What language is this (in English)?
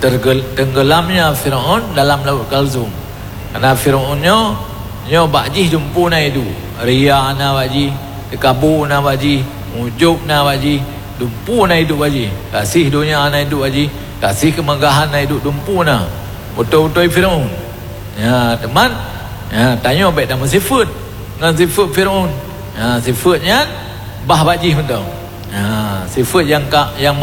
Achinese